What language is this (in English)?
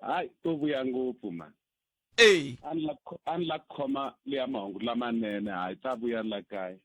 Tsonga